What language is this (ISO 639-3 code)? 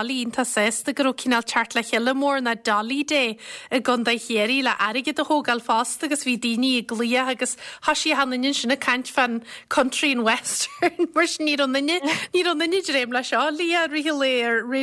gle